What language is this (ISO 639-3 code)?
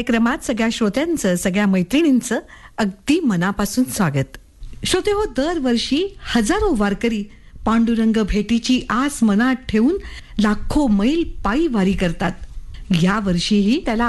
mar